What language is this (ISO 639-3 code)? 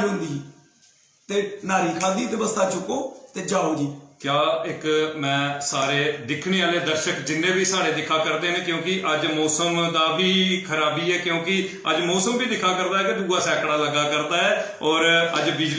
doi